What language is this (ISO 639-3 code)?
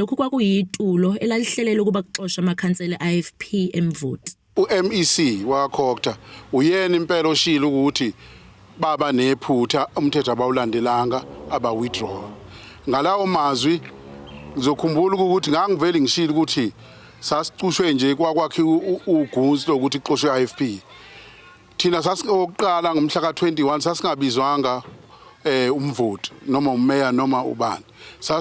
zul